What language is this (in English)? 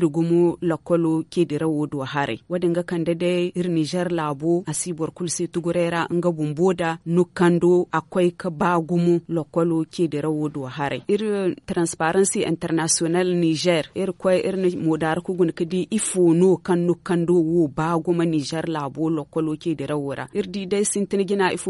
Zarma